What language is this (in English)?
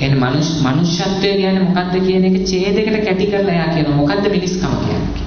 Sinhala